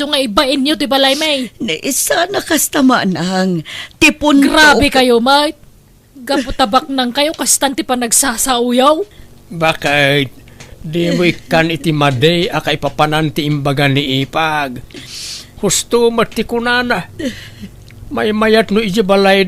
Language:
Iloko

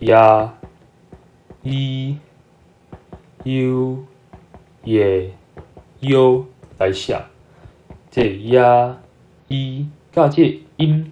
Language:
Min Nan Chinese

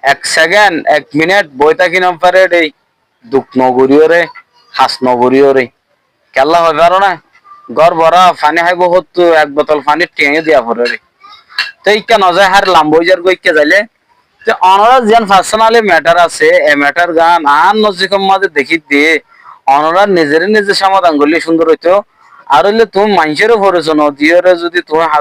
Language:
Rohingya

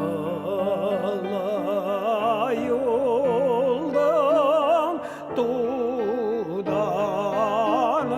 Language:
Bashkir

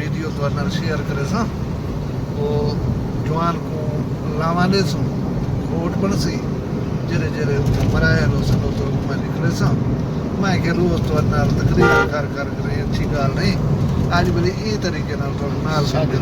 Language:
Saraiki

